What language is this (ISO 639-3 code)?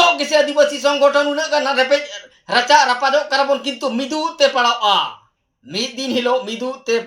sat